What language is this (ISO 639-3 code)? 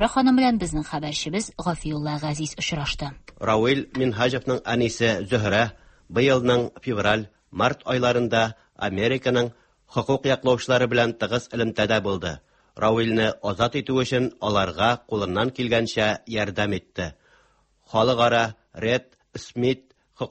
tat